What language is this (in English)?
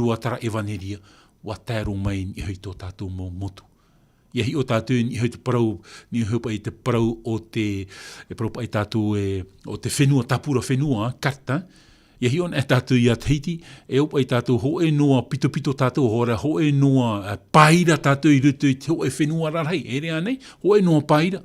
Tahitian